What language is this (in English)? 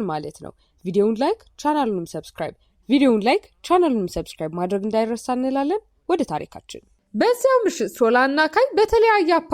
Amharic